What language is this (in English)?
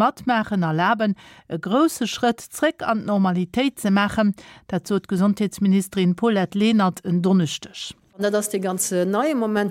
Luxembourgish